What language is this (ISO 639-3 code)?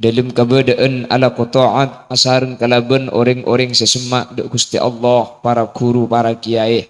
mad